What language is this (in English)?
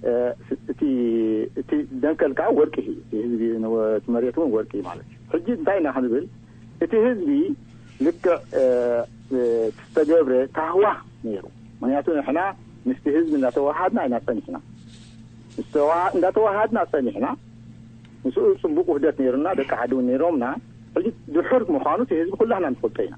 Tigrinya